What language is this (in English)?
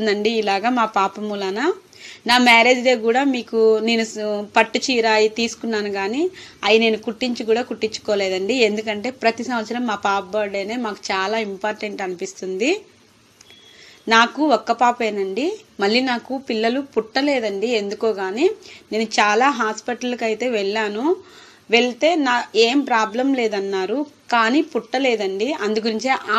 Telugu